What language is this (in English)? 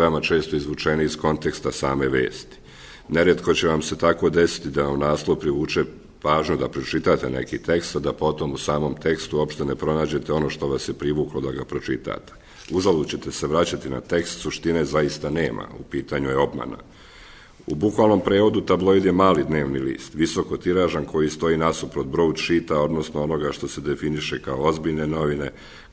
Serbian